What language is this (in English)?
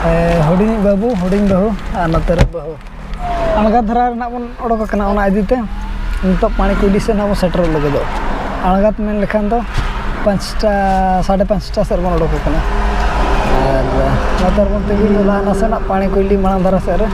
Santali